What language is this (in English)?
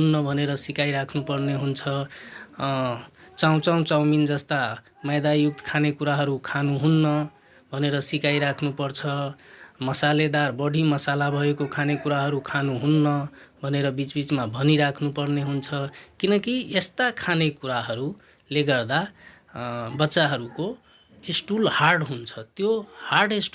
Nepali